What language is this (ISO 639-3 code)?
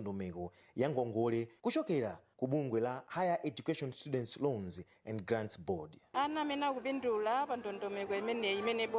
nya